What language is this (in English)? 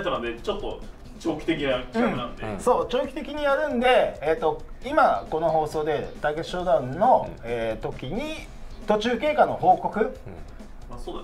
Japanese